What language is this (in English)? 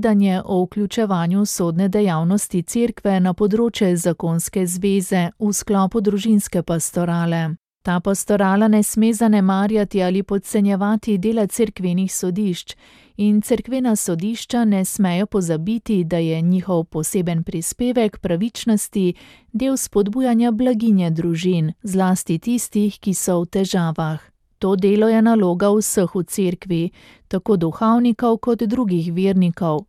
Slovenian